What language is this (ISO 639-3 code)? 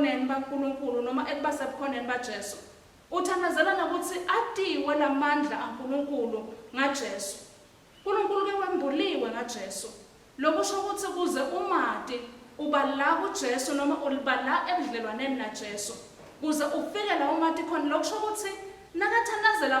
ssw